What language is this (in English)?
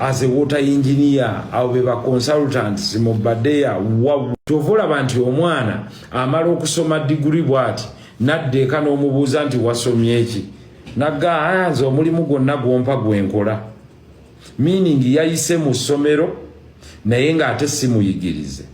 Ganda